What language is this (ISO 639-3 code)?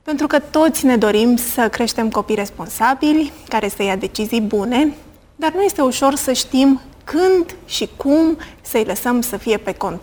ron